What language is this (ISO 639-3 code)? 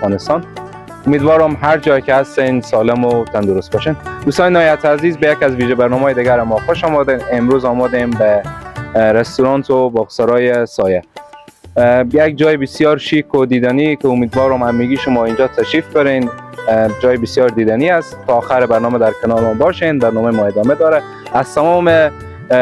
fas